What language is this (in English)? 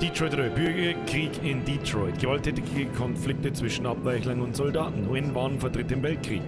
Bavarian